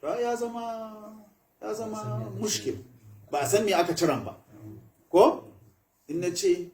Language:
Hausa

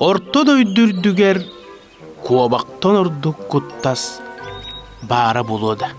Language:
Yakut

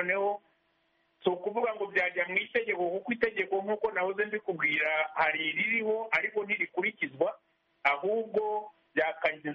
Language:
Kinyarwanda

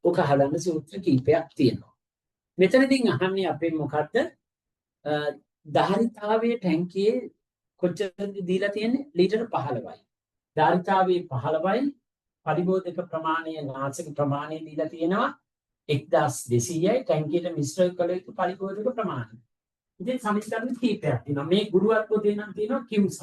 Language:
Sinhala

